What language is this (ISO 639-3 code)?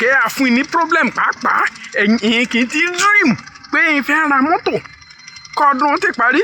yor